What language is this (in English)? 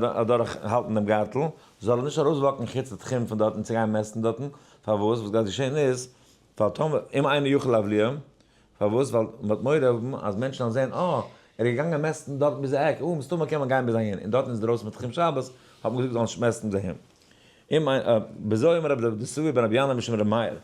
Yiddish